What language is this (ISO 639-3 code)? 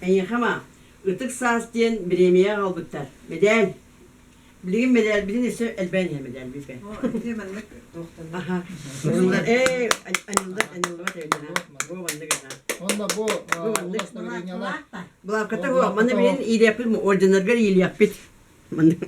sah